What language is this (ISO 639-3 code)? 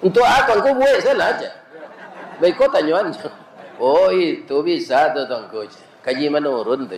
min